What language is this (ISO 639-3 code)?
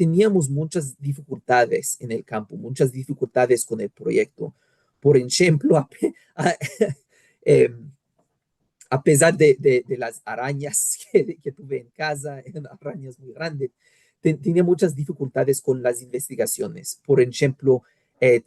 lad